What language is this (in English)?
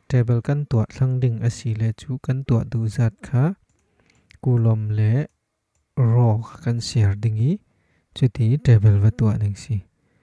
Falam Chin